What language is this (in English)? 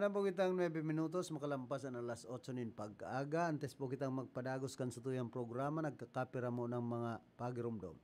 Bikol